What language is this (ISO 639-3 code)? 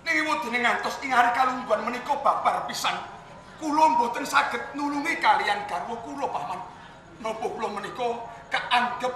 jav